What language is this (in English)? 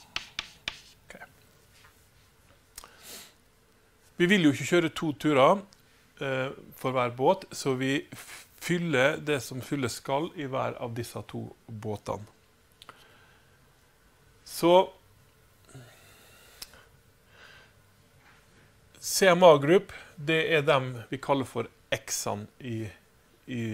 Norwegian